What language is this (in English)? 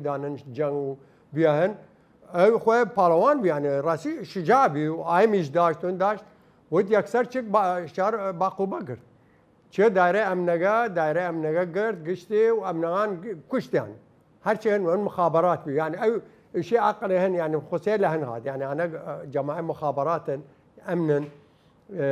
Southern Kurdish